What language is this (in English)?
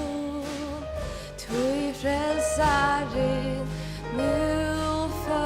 Faroese